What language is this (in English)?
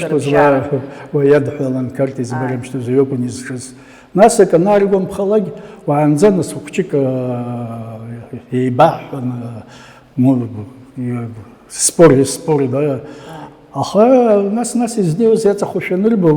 Abkhazian